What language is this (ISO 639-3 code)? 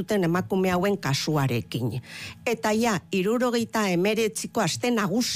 eus